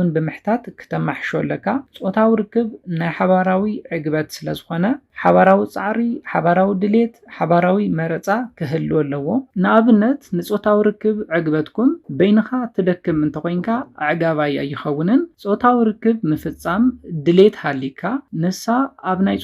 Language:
Tigrinya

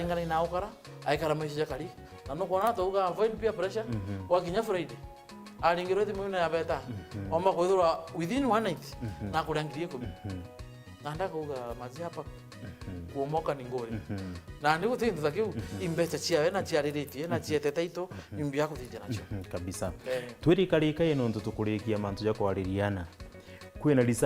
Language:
Meru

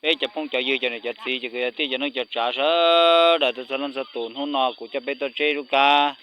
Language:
Hmong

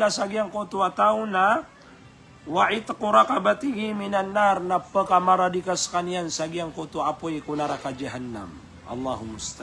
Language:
Maranao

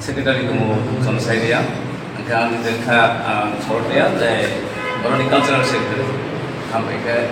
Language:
Kok Borok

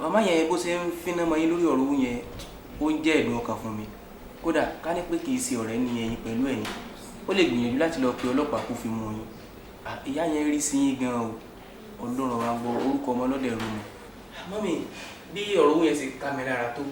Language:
Yoruba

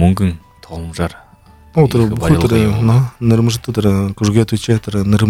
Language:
Buriat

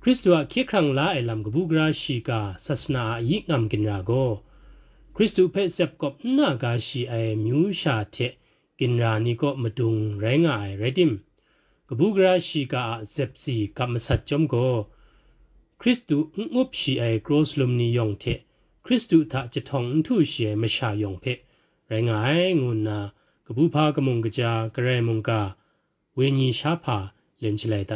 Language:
Kachin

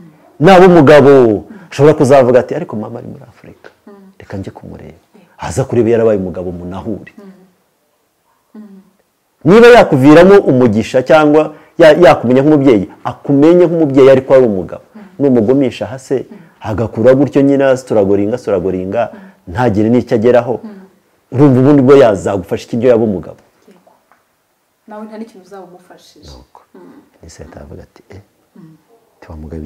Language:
Kinyarwanda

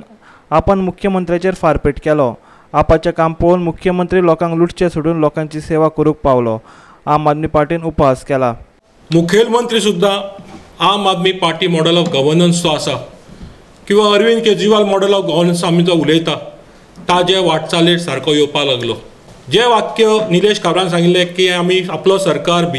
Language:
Konkani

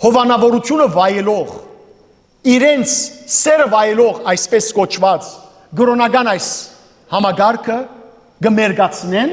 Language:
Western Armenian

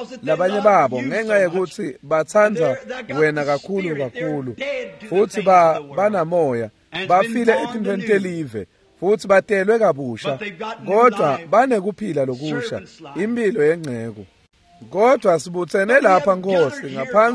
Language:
Swati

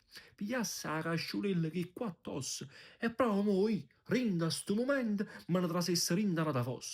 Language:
Neapolitan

